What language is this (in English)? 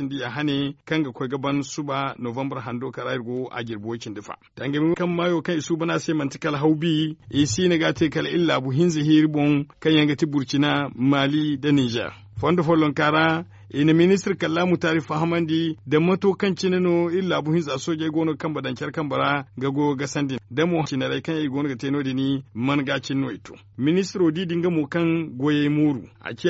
Zarma